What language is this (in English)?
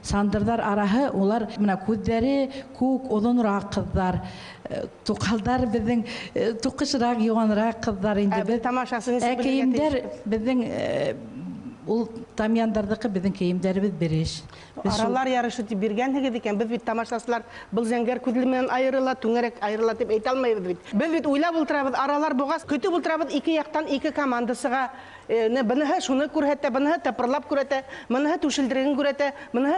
Bashkir